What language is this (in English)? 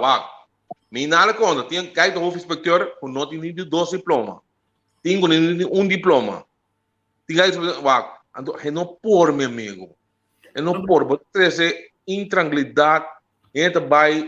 Papiamento